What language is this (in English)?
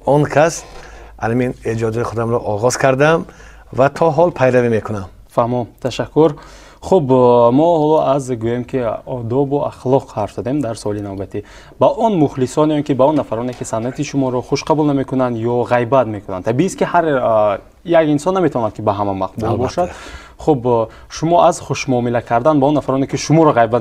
Tajik